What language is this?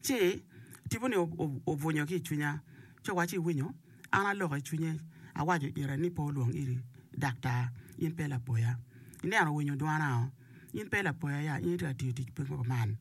Acoli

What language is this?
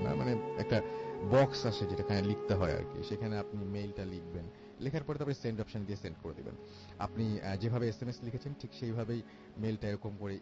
Bangla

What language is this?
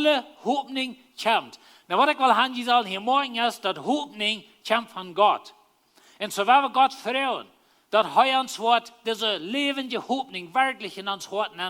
Plautdietsch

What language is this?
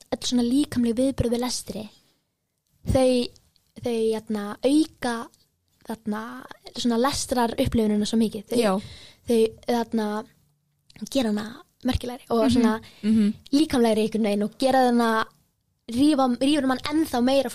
Icelandic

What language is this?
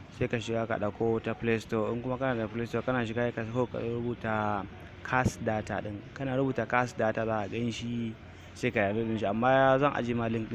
Hausa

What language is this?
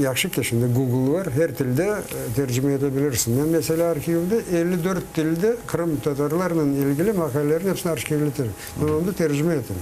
Crimean Tatar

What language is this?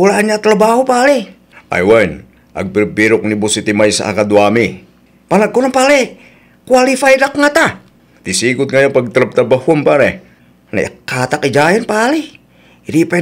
Iloko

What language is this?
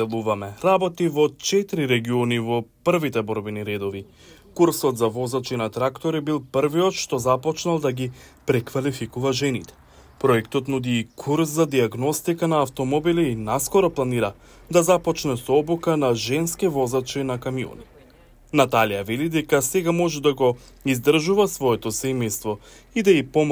Macedonian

